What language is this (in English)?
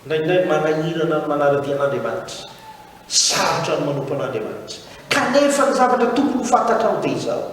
Malagasy